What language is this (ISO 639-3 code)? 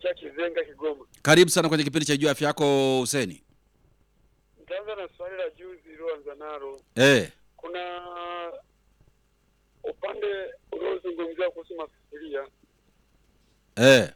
swa